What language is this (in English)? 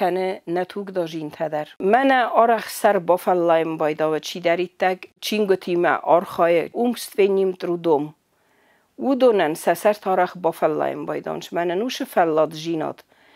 Ossetic